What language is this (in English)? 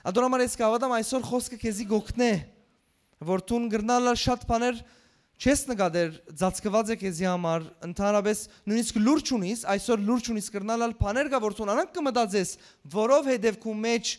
Western Armenian